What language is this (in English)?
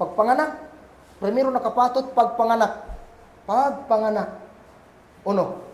Kagan Kalagan